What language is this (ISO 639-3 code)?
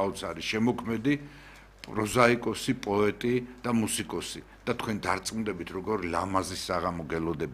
kat